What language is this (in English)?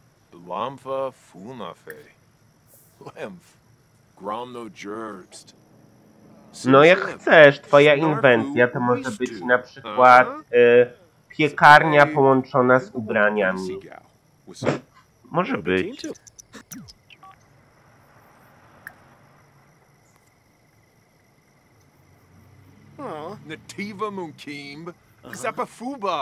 Polish